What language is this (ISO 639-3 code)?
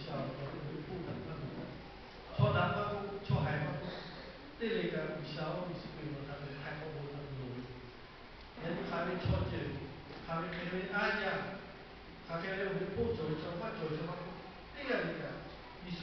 lhu